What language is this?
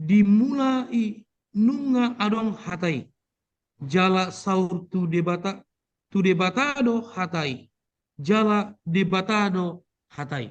Batak Toba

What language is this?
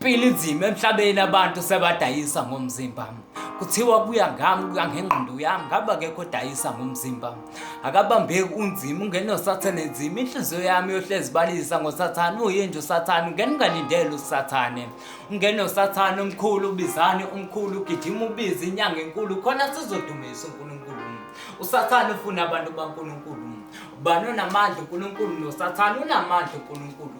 Zulu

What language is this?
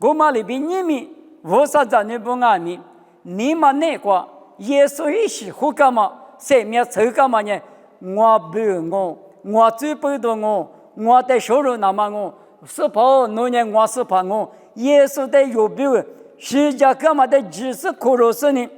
Lisu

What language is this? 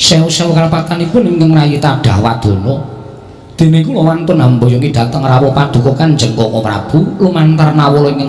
Javanese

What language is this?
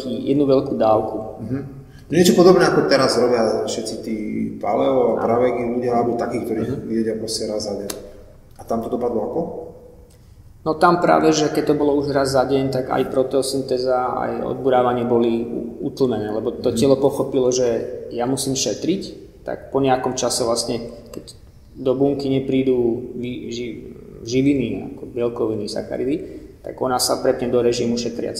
Slovak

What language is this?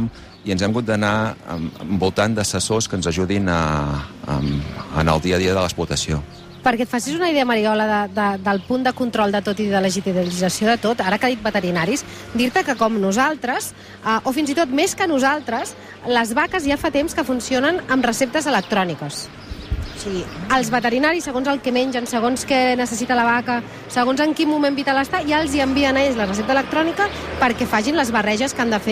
Catalan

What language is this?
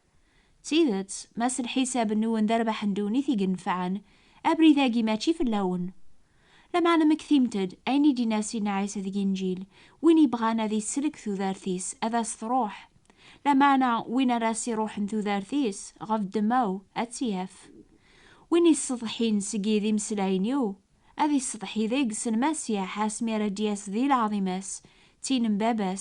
Kabyle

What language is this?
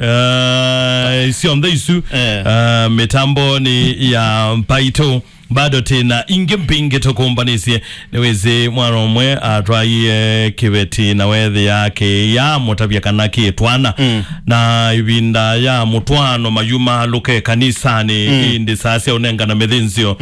Kamba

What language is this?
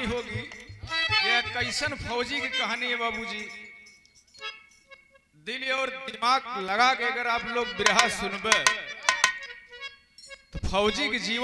Bhojpuri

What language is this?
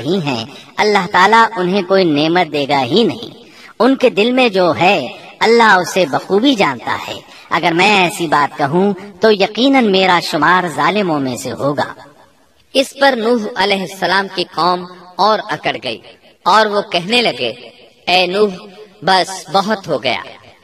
Urdu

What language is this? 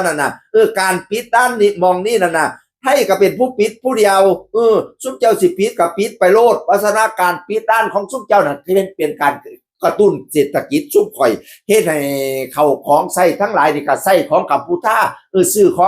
Northeastern Thai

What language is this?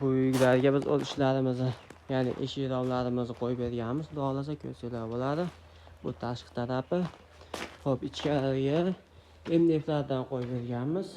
Uzbek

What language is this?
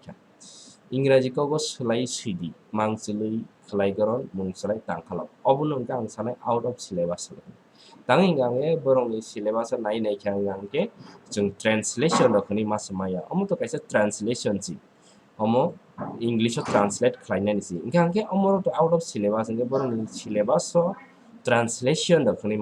Kok Borok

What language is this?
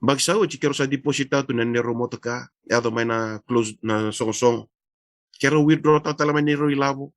Fijian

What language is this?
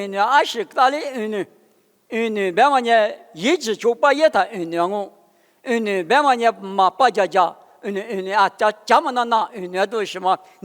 Lisu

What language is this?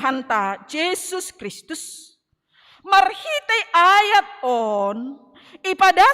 Batak Simalungun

